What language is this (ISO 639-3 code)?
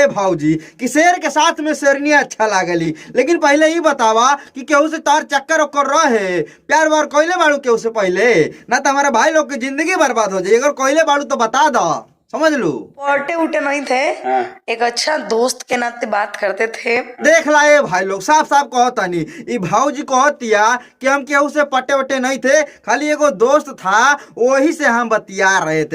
bho